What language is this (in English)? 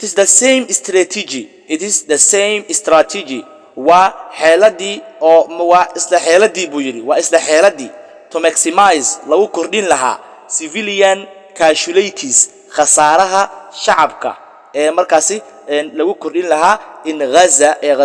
Somali